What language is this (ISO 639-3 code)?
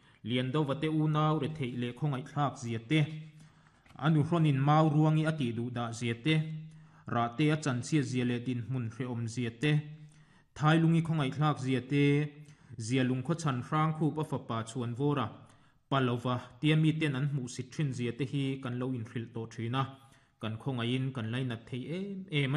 lus